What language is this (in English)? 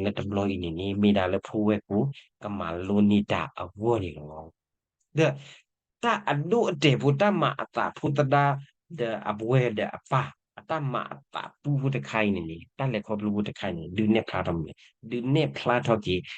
S'gaw Karen